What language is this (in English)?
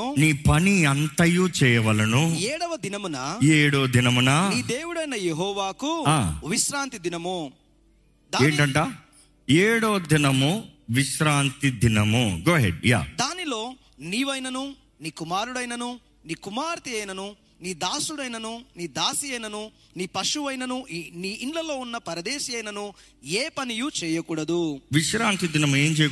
Telugu